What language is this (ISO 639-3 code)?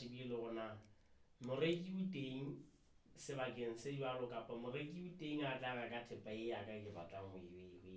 sot